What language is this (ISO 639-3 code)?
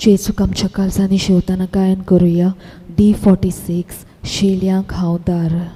kok